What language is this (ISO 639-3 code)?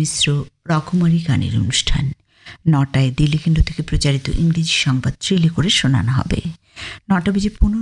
ben